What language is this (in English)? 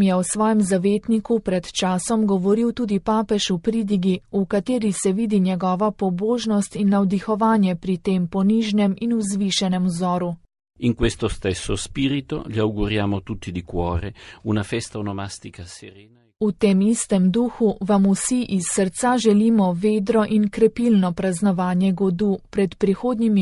Slovenian